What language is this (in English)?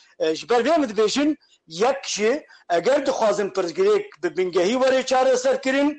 Kurdish